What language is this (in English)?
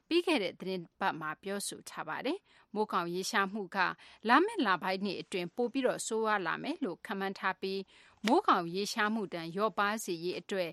Burmese